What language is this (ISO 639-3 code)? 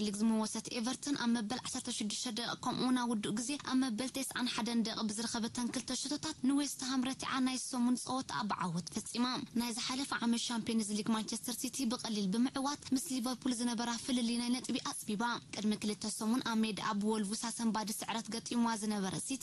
tir